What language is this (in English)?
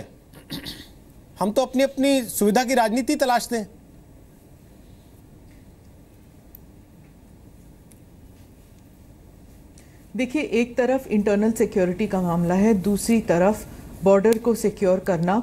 Hindi